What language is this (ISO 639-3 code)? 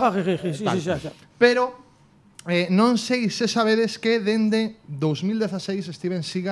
glg